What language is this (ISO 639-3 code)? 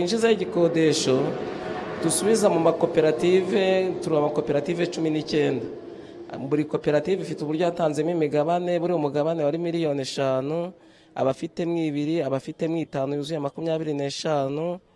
kin